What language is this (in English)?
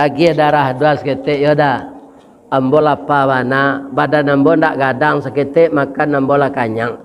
Minangkabau